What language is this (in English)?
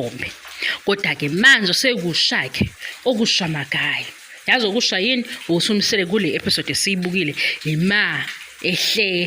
Zulu